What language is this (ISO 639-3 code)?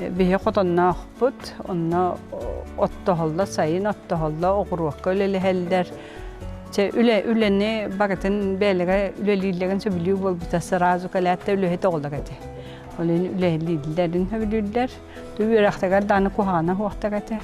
sah